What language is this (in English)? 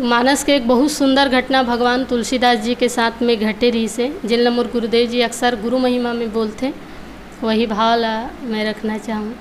Chhattisgarhi